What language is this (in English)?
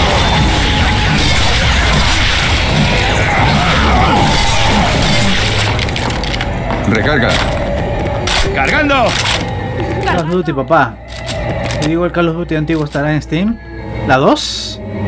Spanish